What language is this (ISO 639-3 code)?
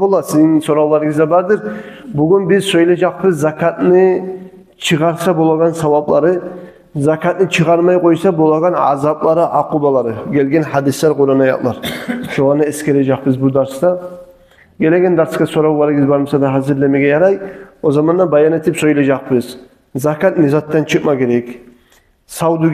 kum